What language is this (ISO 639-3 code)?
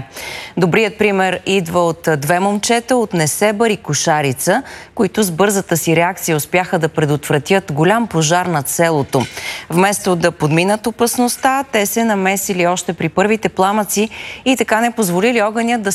bul